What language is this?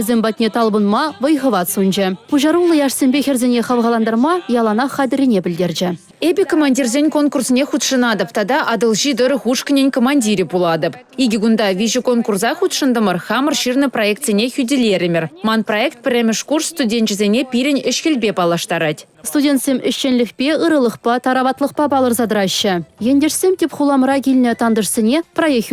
Chuvash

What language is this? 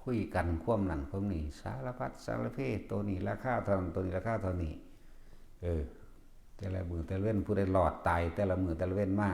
Northeastern Thai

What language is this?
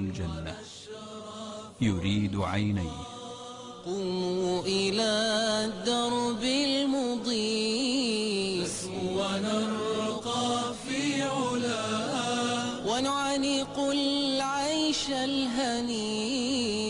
Arabic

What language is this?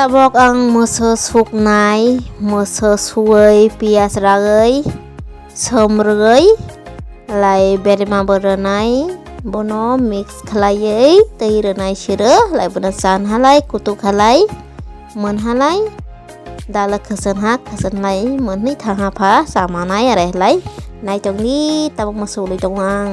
Kok Borok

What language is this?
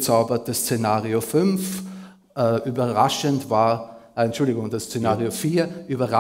German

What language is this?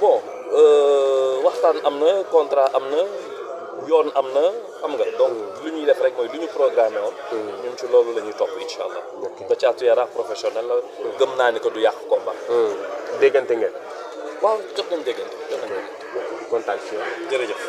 Wolof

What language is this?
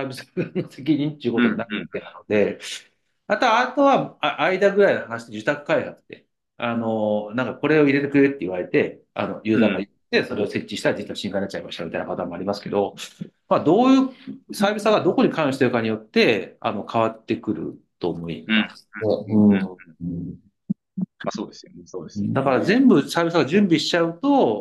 Japanese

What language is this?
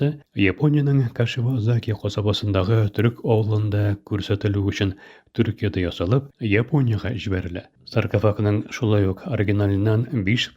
Tatar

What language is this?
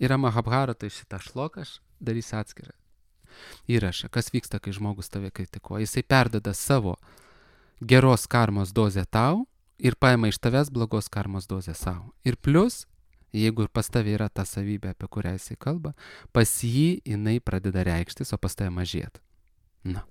Lithuanian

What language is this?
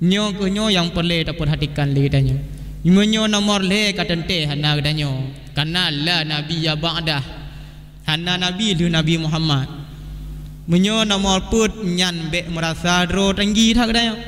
Achinese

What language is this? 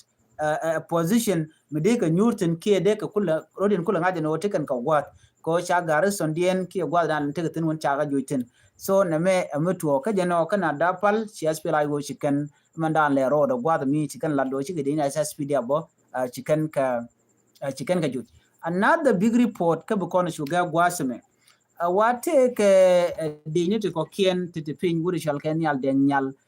Nuer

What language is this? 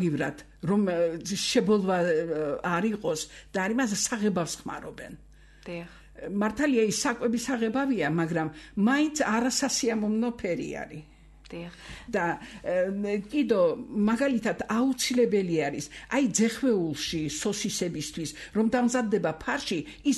Georgian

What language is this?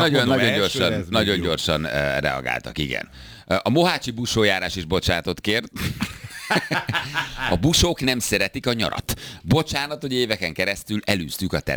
Hungarian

